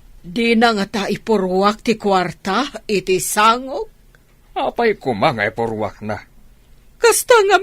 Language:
Iloko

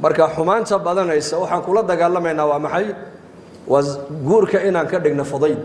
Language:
Somali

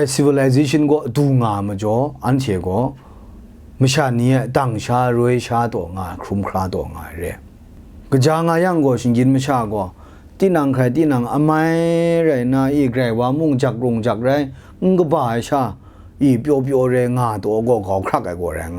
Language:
Kachin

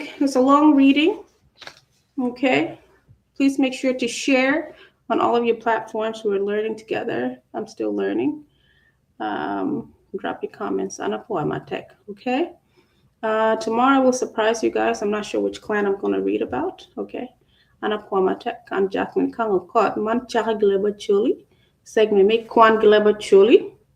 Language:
Acoli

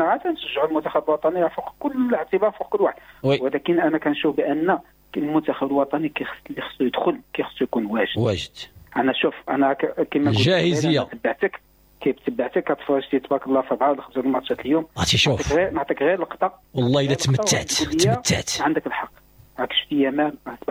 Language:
Moroccan Arabic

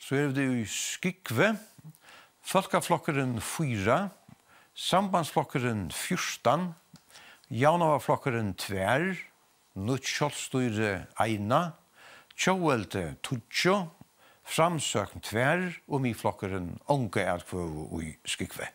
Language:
Faroese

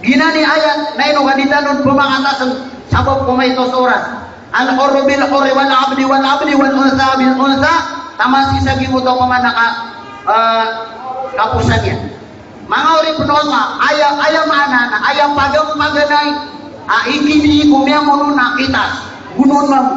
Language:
Maranao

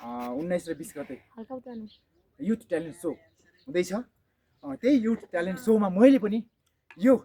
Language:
Nepali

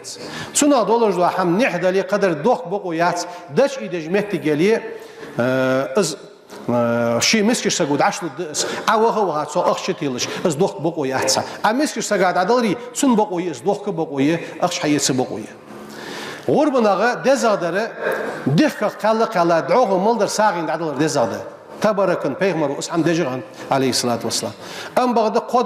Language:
Ingush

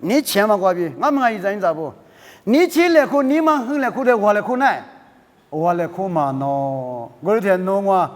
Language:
Lisu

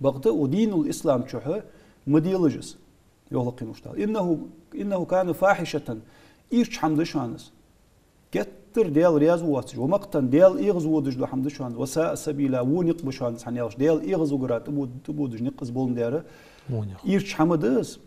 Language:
Ingush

